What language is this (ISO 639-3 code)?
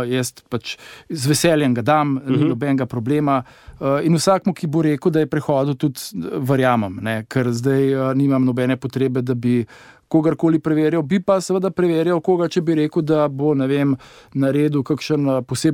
slv